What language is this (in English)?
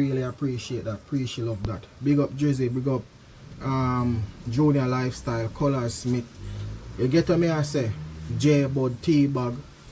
Jamaican Creole English